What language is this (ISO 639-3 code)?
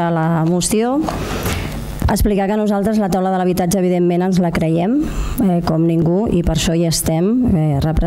cat